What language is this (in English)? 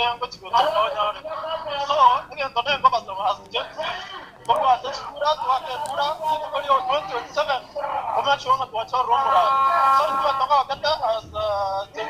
Gusii